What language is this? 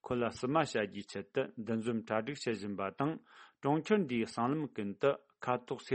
Tibetan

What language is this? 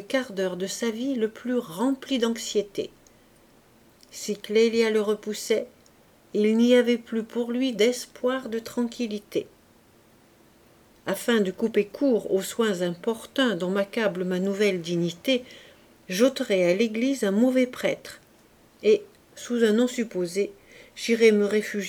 French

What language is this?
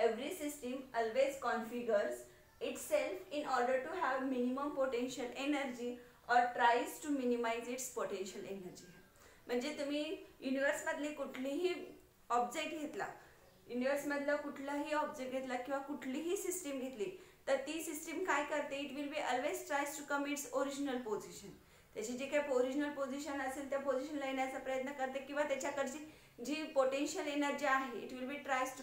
Marathi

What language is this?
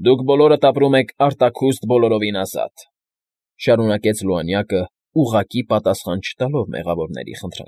Armenian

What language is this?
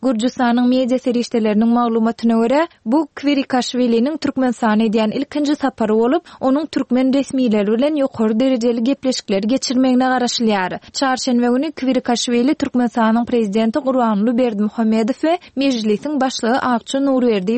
Turkmen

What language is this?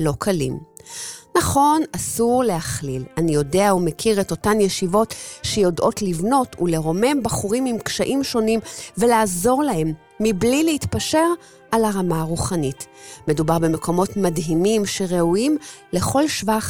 Hebrew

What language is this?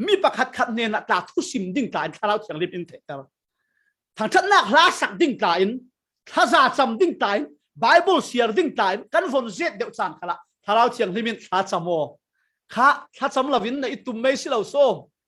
Falam Chin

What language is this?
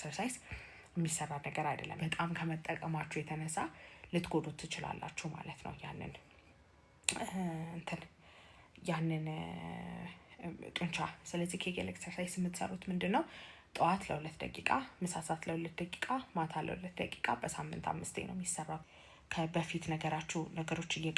Amharic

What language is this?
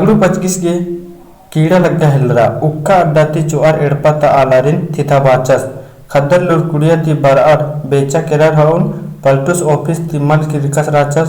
Kurukh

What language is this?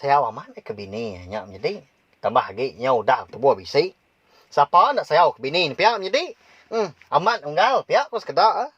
Iban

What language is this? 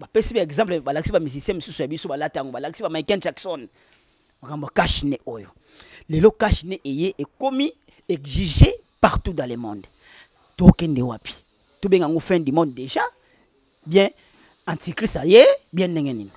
Lingala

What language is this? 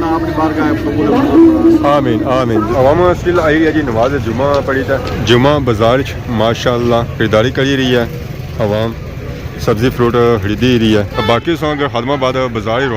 Pahari-Potwari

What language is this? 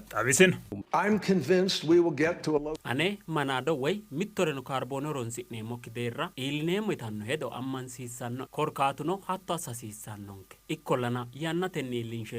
Sidamo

